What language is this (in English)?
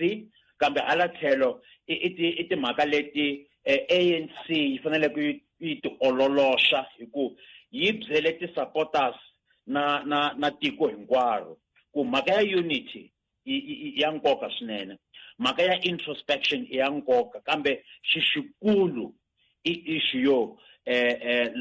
Tsonga